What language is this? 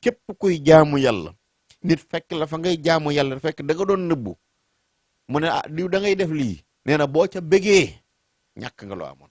Wolof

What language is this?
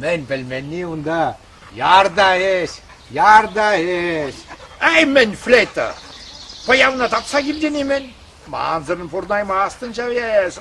Chuvash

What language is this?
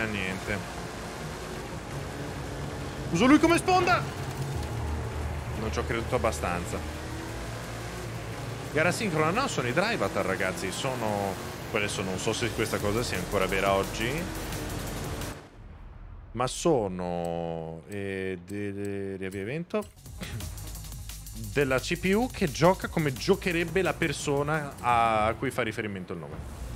Italian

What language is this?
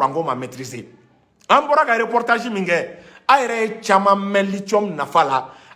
Bambara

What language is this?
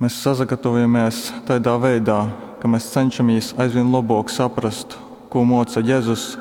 Latgalian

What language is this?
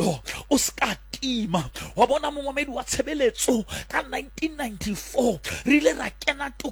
Southern Sotho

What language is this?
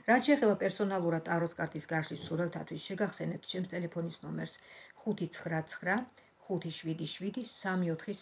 Georgian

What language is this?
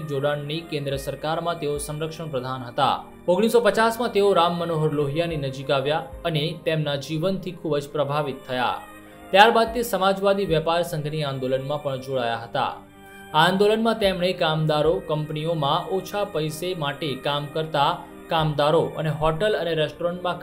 Gujarati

